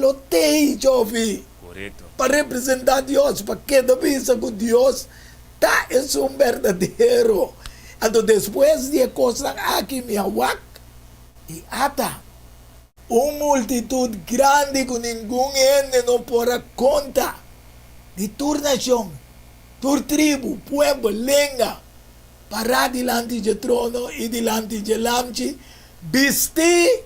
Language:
Papiamento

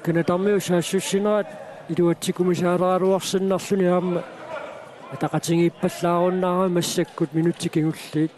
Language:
Kalaallisut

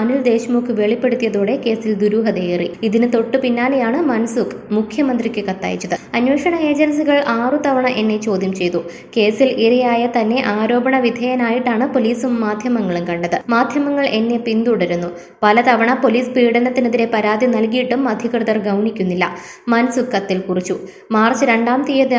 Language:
Malayalam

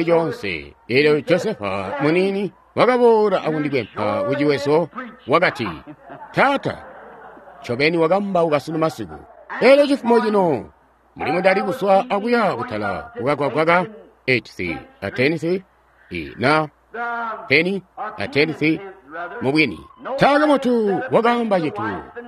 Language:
Tonga (Zambia)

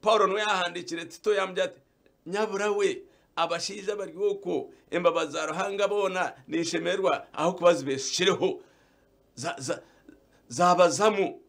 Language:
Nyankole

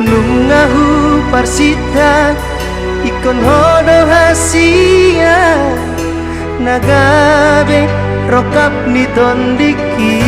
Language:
Batak Toba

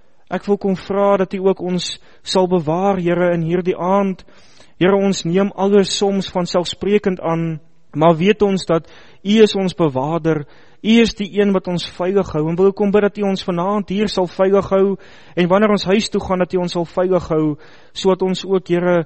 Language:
Afrikaans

